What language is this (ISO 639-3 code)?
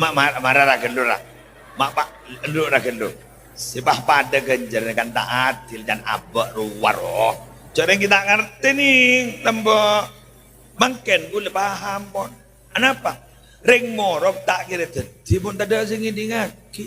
mad